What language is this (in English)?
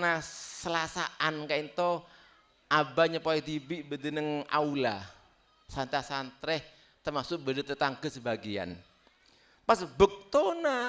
Madurese